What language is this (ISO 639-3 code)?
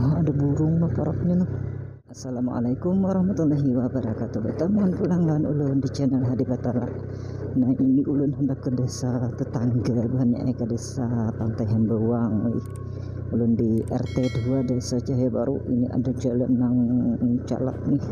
bjn